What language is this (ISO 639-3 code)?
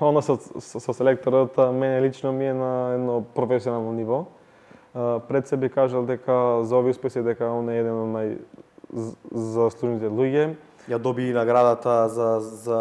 mkd